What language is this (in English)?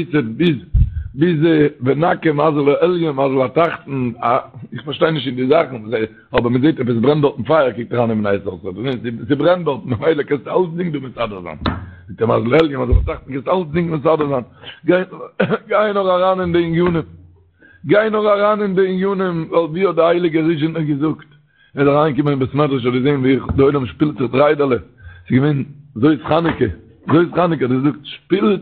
Yiddish